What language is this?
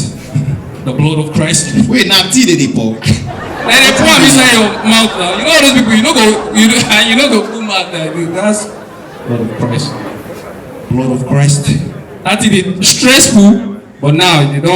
Nigerian Pidgin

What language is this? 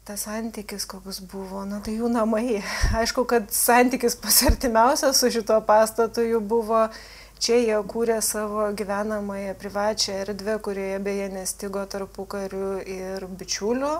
Lithuanian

